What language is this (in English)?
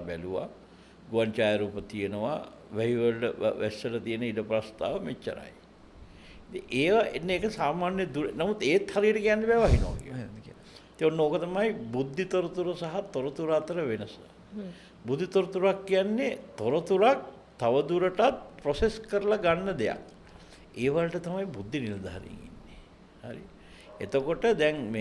Sinhala